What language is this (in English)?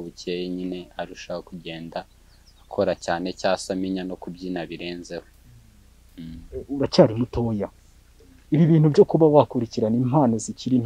Kinyarwanda